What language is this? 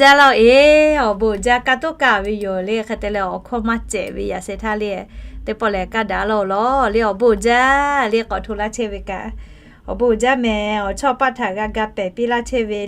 Lahu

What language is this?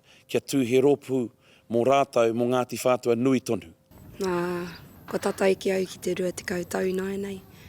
Māori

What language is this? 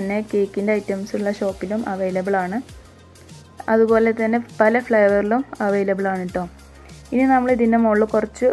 Malayalam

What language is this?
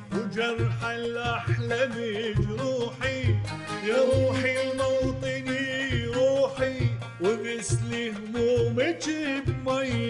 Mesopotamian Arabic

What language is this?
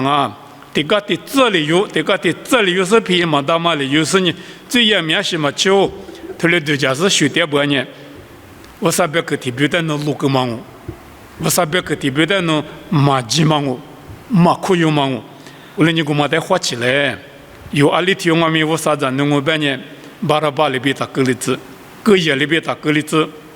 Lisu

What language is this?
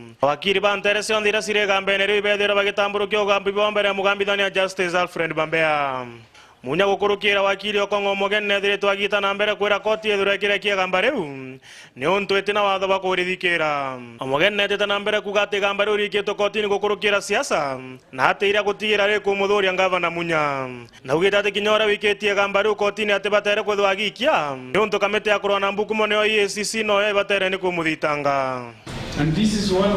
Meru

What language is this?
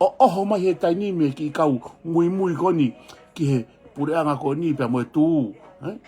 Tongan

